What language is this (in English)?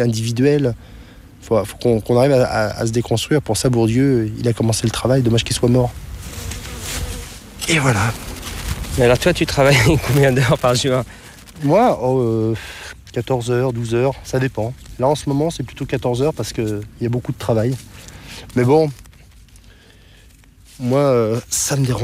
French